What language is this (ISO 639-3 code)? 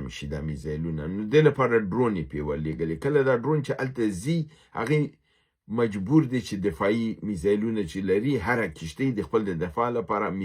pus